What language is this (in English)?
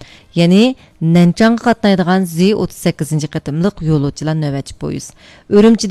Uyghur